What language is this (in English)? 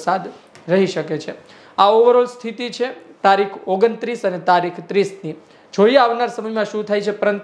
Gujarati